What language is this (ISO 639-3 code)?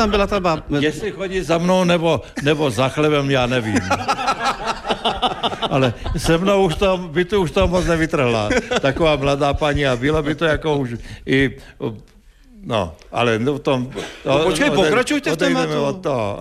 ces